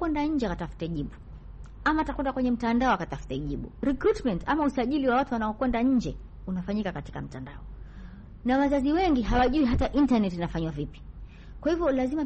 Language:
Swahili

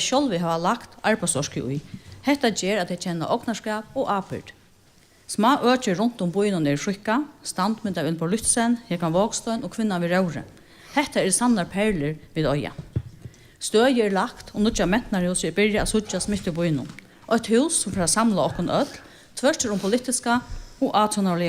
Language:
Faroese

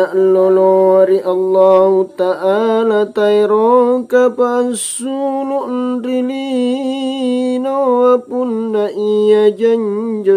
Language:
Makasar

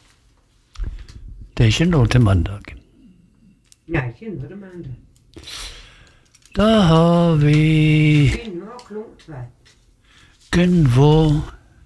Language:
Norwegian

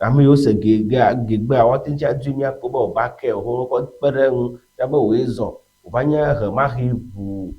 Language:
Ewe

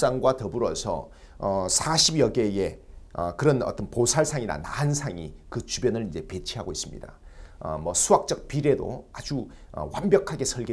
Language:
Korean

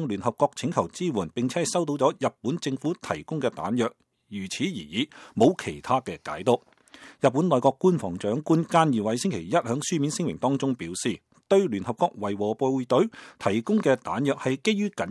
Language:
Cantonese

